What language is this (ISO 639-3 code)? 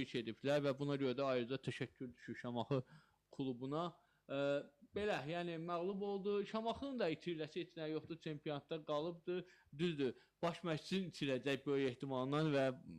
aze